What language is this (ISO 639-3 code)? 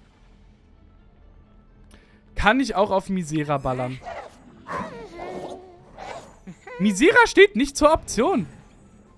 deu